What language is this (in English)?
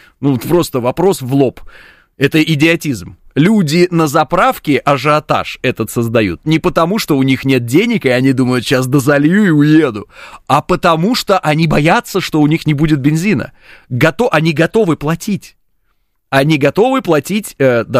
Russian